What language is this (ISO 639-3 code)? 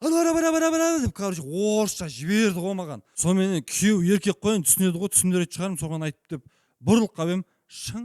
kaz